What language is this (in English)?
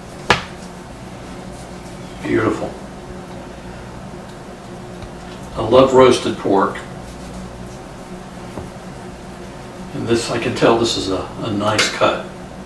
English